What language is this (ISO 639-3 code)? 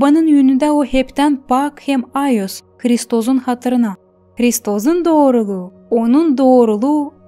gag